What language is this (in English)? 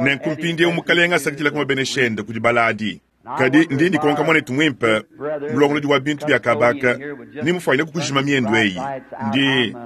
Luba-Lulua